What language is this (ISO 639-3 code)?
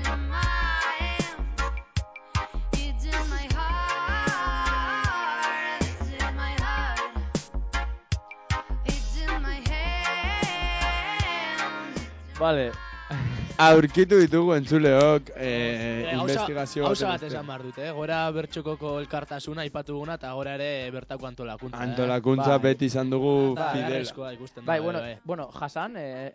eus